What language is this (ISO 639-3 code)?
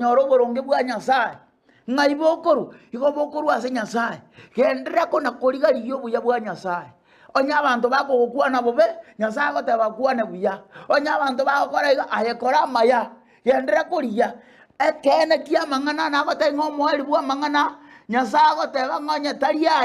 guz